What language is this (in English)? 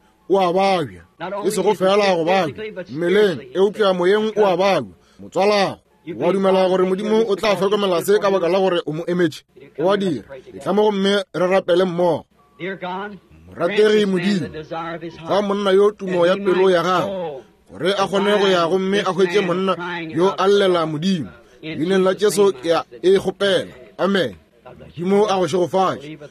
Northern Sotho